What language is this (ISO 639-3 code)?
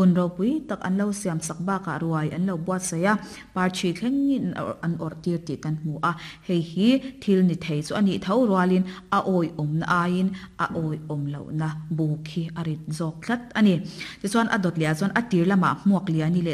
lus